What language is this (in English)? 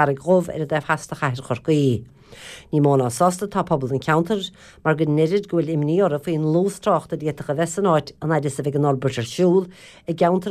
Irish